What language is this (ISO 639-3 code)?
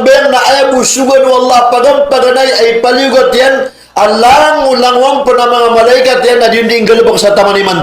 mrw